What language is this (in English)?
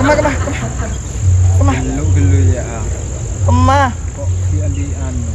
Madurese